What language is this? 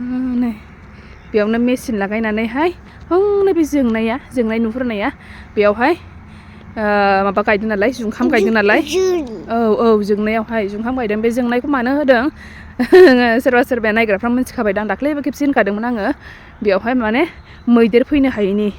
Bodo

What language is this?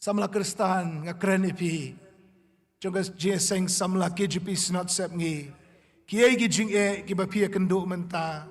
Khasi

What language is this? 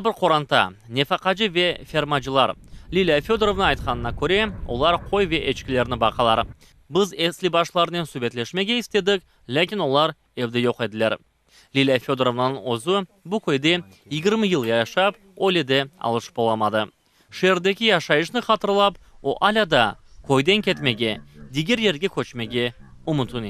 Crimean Tatar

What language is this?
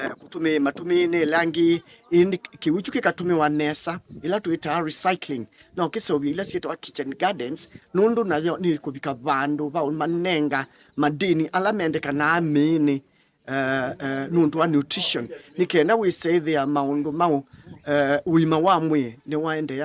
Kamba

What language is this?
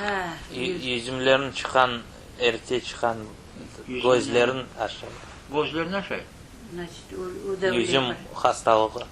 Crimean Tatar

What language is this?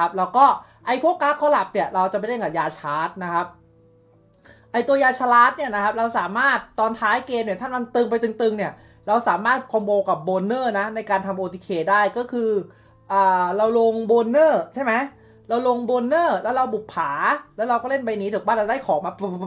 Thai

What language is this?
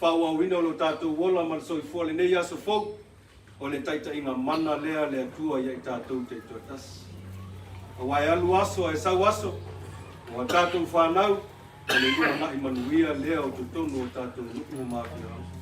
Samoan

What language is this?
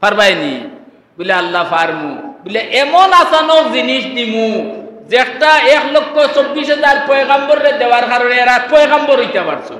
Sylheti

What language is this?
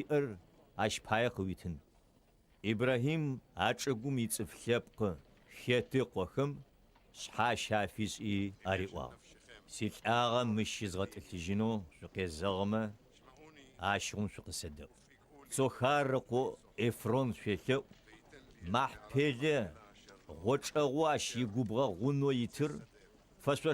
Adyghe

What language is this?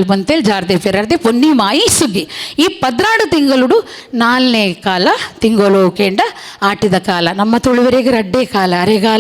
Tulu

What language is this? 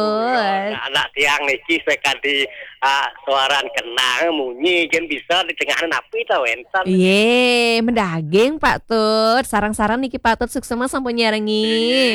Balinese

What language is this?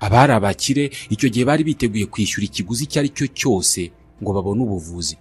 Kinyarwanda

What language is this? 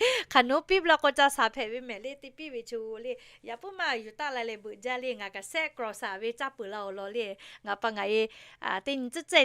Lahu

